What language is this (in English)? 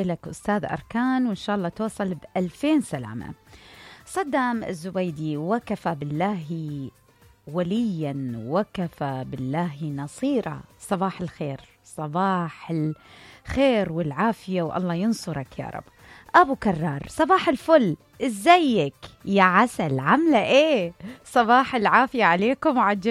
Mesopotamian Arabic